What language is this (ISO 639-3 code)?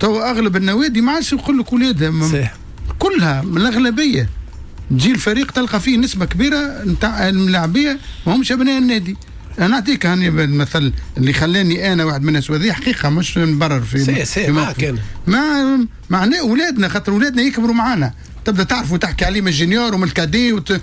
aeb